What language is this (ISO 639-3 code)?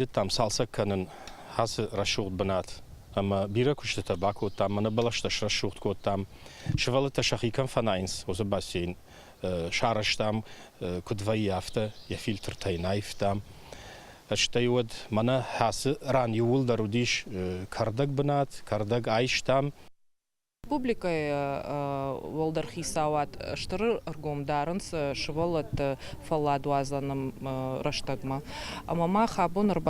oss